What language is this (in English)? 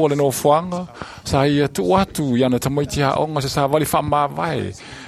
Samoan